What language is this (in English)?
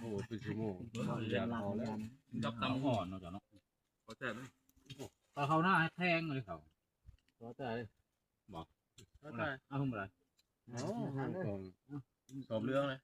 Northeastern Thai